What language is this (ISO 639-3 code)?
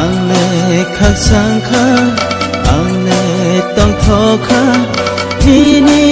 trp